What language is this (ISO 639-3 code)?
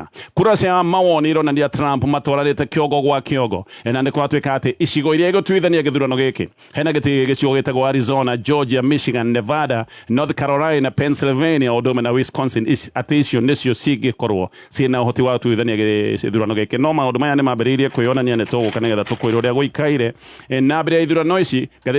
kik